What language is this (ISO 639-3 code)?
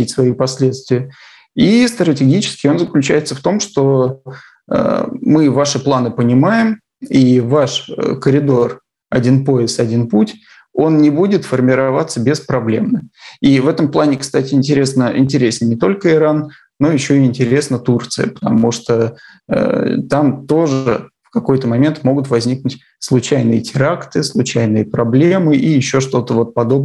rus